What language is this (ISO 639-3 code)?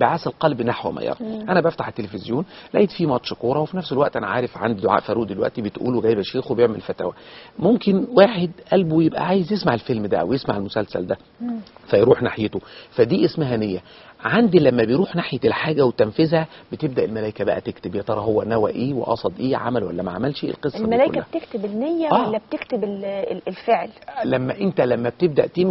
arz